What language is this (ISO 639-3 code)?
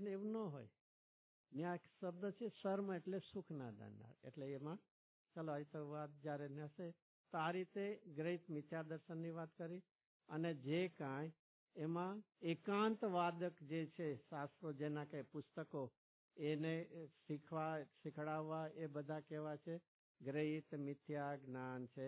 guj